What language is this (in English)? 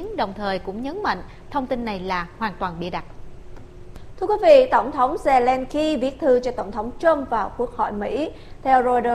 Vietnamese